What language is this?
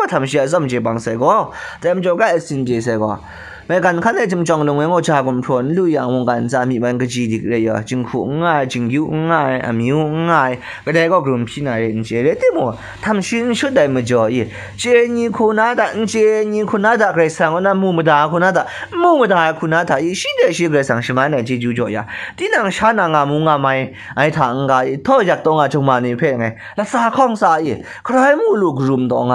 Kachin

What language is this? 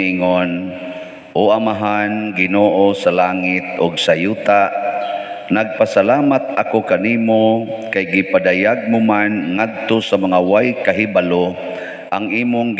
Cebuano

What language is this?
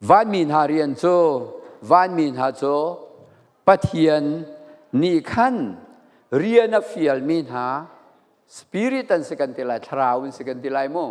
Falam Chin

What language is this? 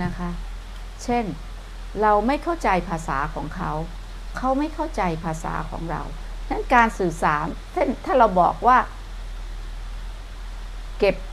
Thai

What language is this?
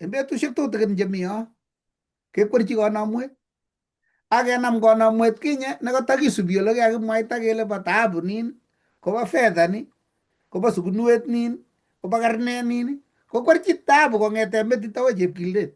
Kalenjin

